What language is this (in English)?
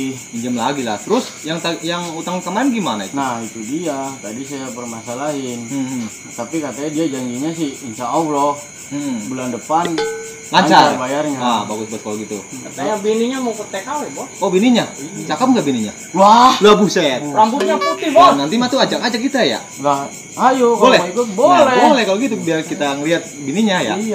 Betawi